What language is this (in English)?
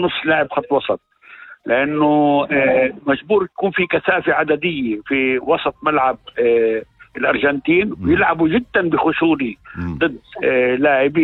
North Levantine Arabic